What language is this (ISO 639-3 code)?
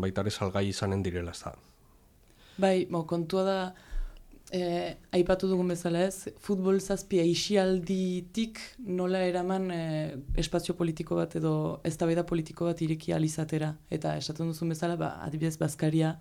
eus